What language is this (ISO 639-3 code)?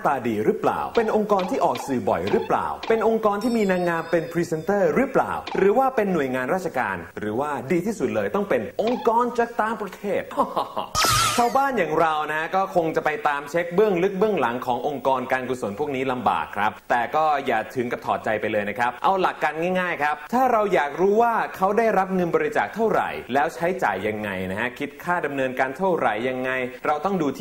tha